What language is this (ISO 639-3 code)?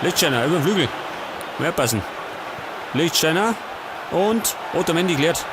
bar